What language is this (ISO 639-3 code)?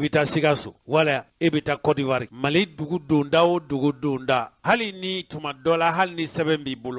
bam